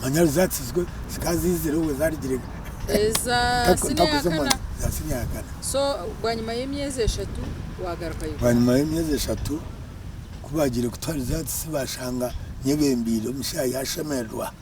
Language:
Nyankole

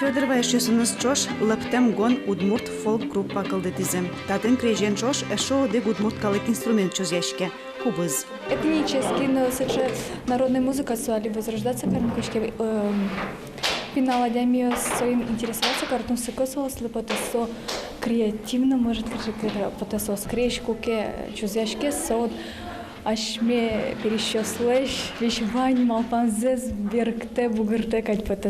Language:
Udmurt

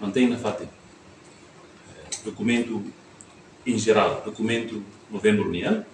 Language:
Tetum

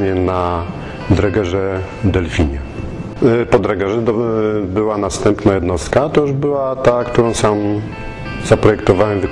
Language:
Polish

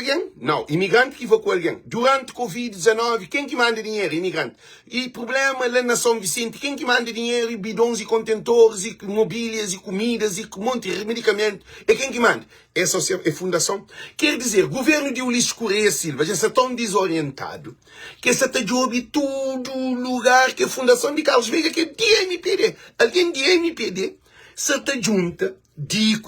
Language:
Kabuverdianu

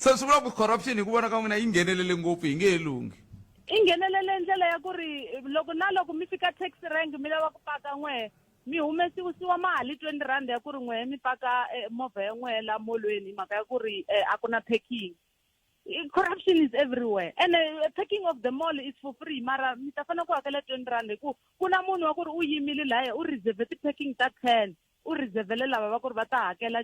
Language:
Tsonga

